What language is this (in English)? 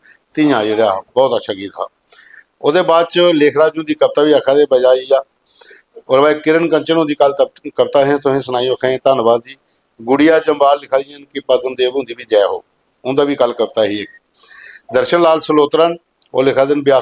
Dogri